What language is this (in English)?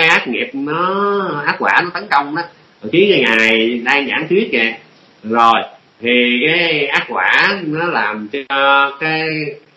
Vietnamese